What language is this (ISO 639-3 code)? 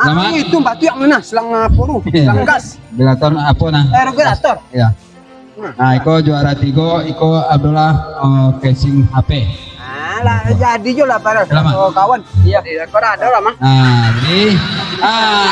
min